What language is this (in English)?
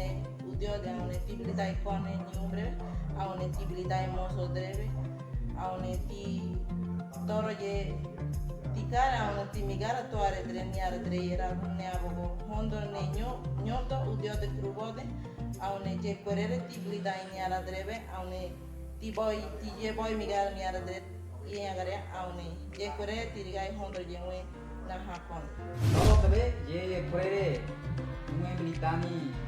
Ngäbere